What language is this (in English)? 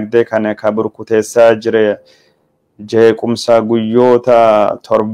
Oromo